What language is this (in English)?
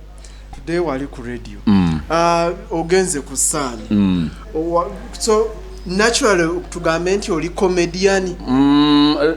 Ganda